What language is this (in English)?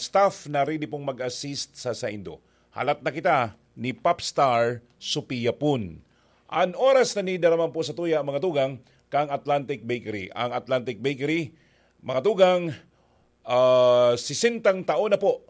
Bikol